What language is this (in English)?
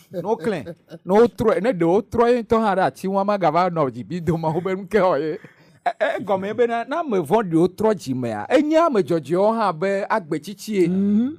Ewe